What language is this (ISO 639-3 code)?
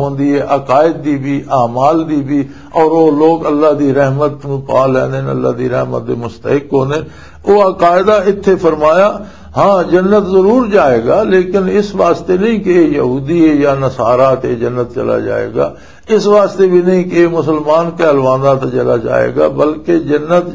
lah